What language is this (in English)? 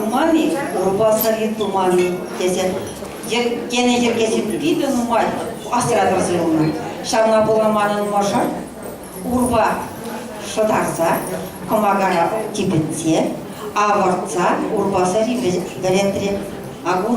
Chuvash